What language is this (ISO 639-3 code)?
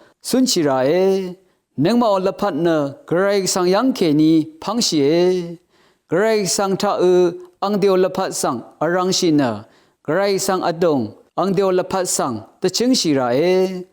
raw